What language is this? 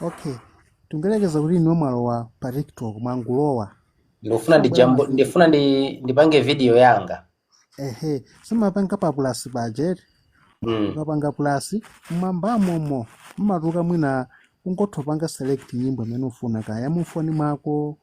Nyanja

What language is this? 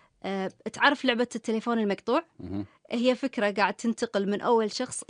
Gulf Arabic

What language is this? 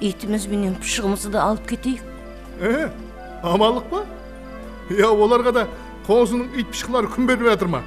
Kara-Kalpak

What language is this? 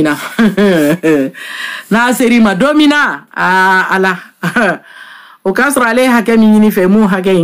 Bambara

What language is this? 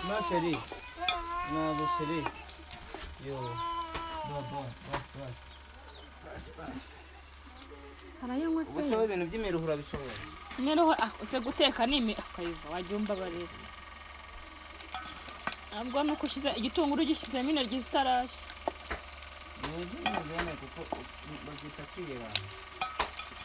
Kinyarwanda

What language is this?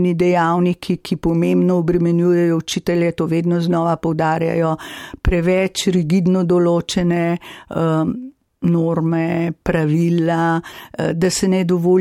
Slovenian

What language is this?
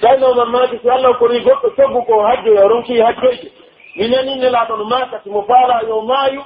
Pular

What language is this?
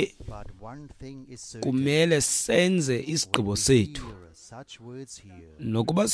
Xhosa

